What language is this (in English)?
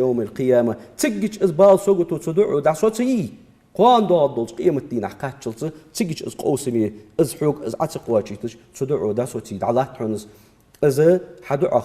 Ingush